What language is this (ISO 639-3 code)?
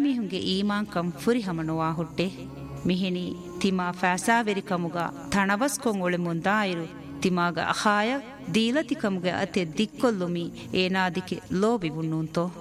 div